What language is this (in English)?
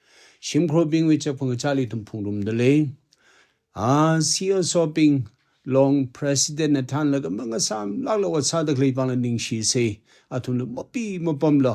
Tangkhul Naga (India)